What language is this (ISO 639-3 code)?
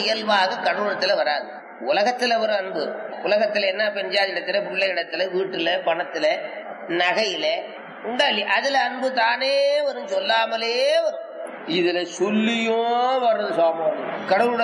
tam